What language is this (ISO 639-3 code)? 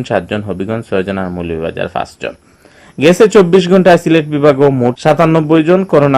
syl